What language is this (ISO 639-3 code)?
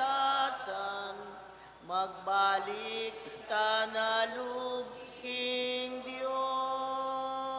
pam